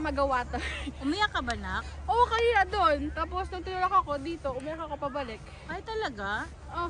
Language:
Filipino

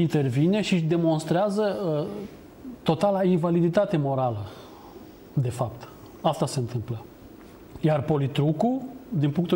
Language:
Romanian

